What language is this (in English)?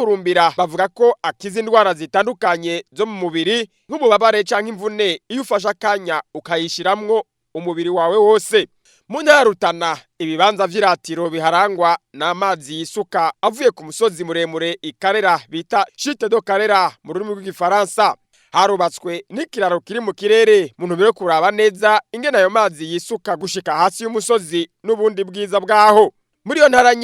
Rundi